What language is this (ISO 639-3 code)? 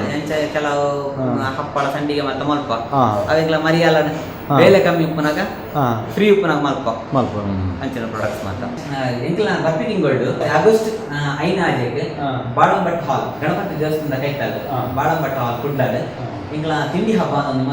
tcy